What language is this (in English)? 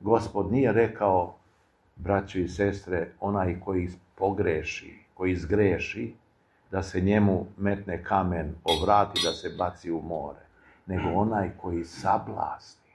Serbian